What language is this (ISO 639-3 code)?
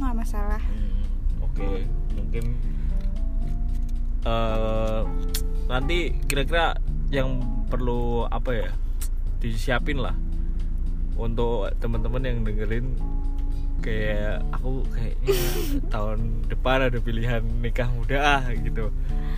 ind